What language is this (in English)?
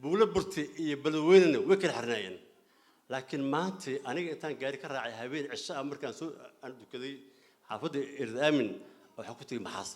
Somali